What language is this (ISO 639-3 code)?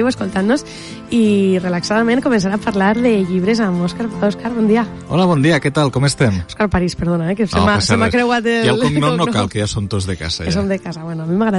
cat